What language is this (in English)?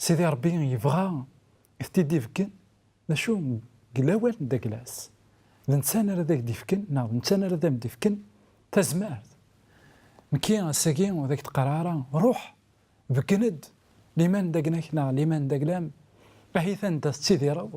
Kabyle